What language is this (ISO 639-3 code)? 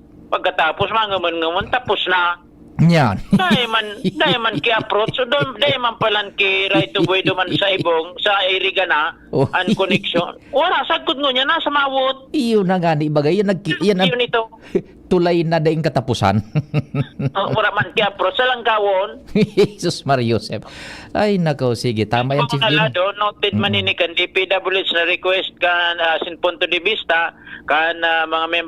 bik